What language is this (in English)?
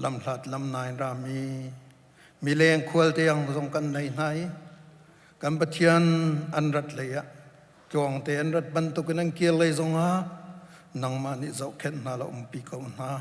Hakha Chin